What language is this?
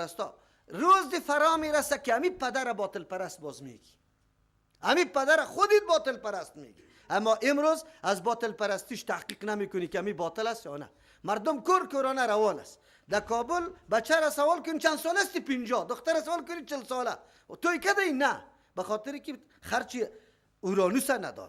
Persian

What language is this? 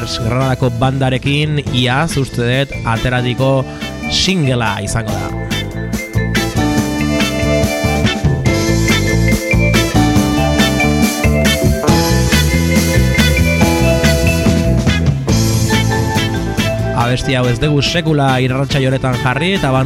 Basque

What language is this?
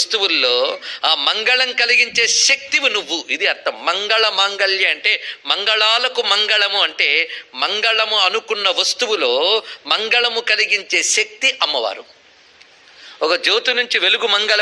Telugu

